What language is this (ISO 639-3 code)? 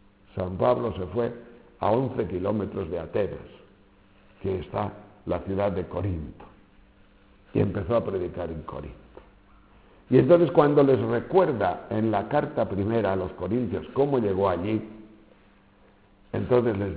spa